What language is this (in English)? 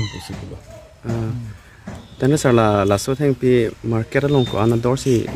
Karbi